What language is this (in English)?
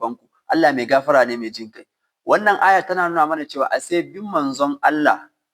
Hausa